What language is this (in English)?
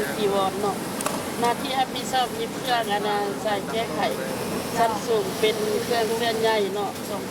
Lao